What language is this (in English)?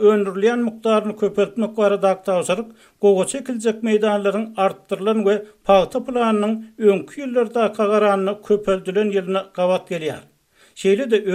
Turkmen